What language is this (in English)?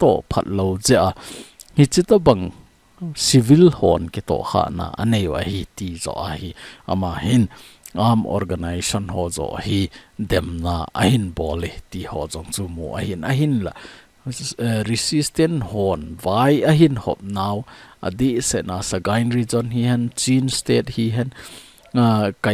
Thado Chin